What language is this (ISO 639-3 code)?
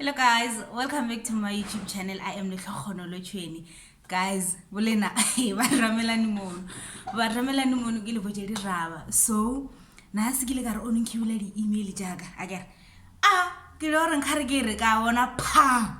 nso